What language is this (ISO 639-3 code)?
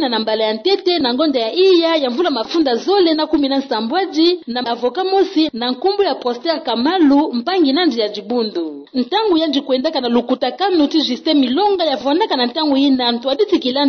ktu